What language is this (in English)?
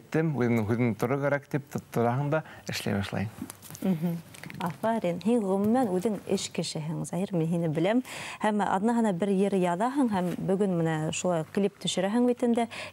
Bashkir